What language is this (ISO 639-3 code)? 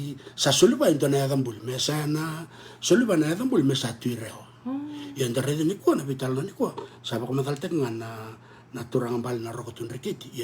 fij